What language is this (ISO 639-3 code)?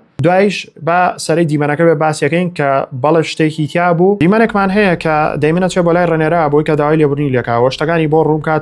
ckb